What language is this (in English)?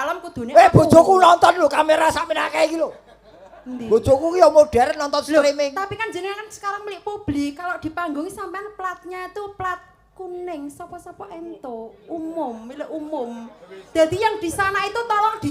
Javanese